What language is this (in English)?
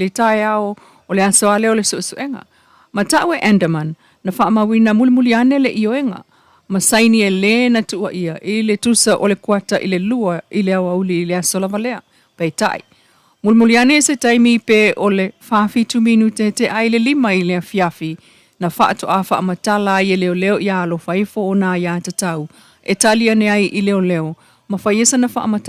Samoan